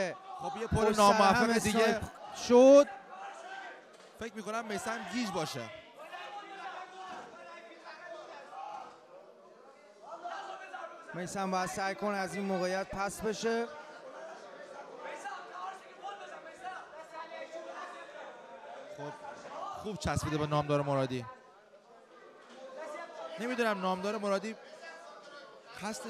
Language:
Persian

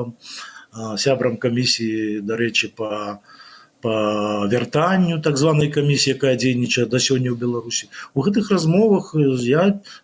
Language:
Belarusian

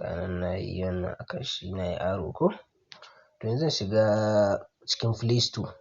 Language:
Hausa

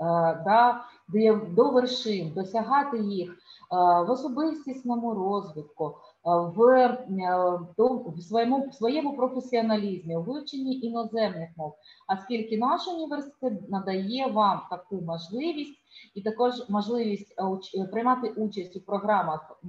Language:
Ukrainian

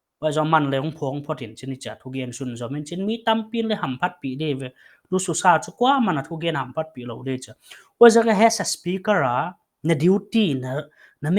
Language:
Paite Chin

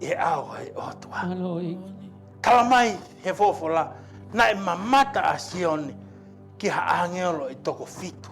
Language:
Tongan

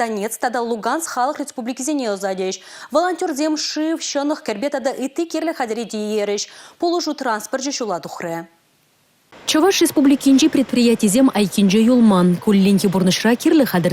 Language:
Chuvash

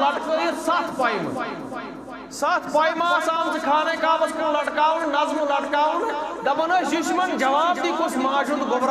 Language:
Kashmiri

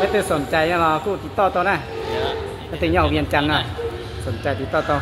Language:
Hmong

